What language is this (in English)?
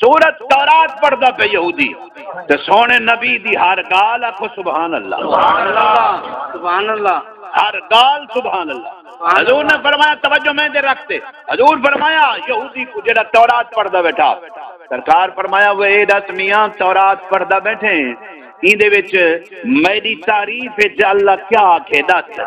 Saraiki